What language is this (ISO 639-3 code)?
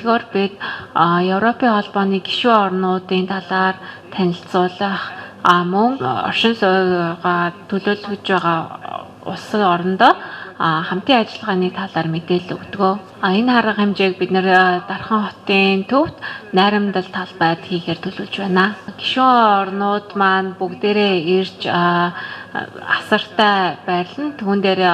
mon